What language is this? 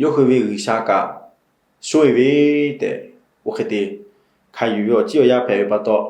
Lahu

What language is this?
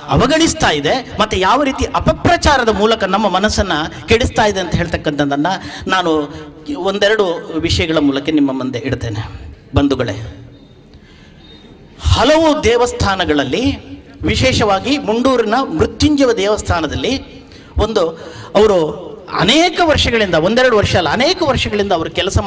Kannada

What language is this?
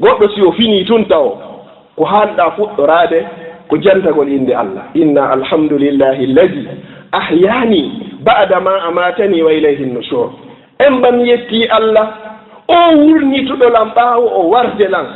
Fula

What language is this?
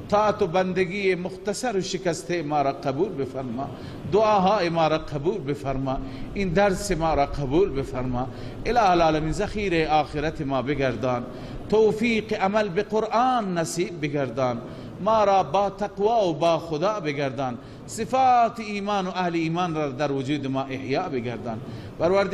Persian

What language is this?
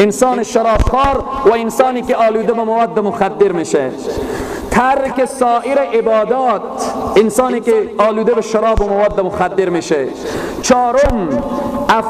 Persian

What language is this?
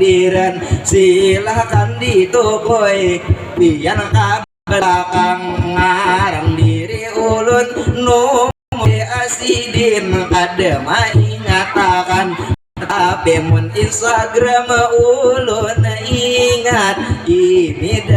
Banjar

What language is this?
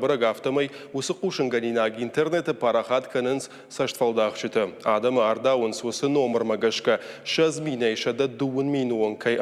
Ossetic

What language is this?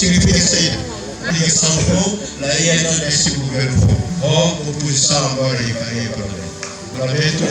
Tetum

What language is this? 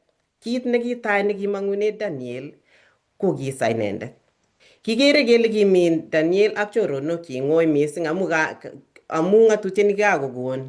Kalenjin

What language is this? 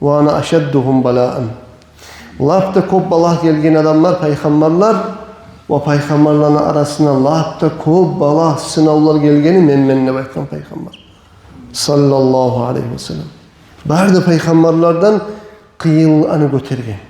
Kumyk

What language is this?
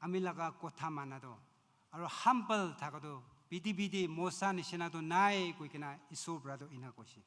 Naga Pidgin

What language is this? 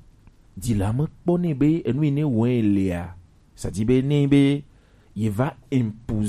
Gen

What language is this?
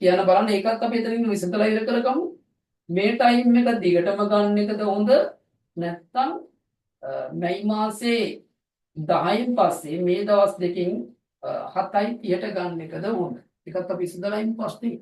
Sinhala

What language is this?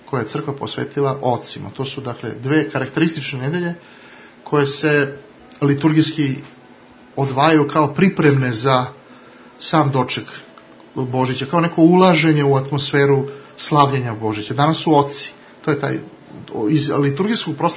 Serbian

